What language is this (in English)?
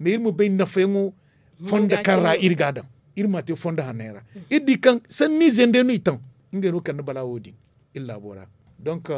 Zarma